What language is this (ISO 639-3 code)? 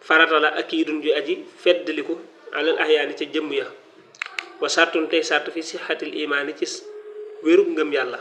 wol